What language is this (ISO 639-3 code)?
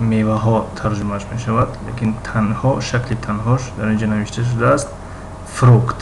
tgk